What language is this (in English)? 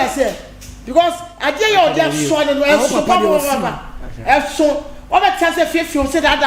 Akan